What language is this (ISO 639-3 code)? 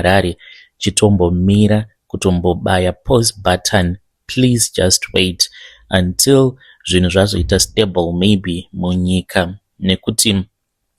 sna